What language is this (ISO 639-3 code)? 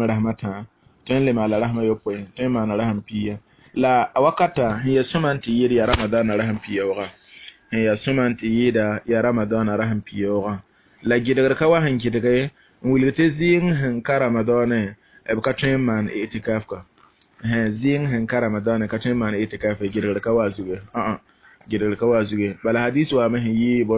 mos